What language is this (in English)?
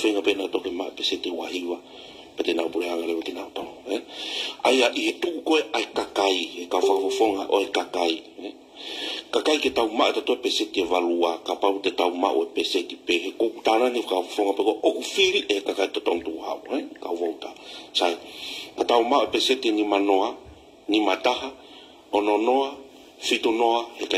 Tongan